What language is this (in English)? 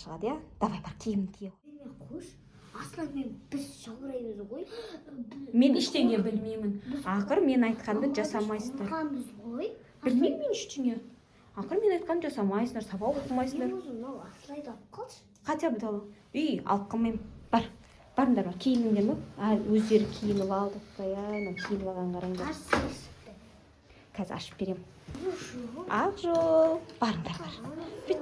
Kazakh